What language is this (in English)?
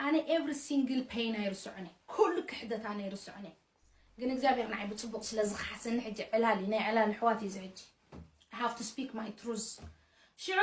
Tigrinya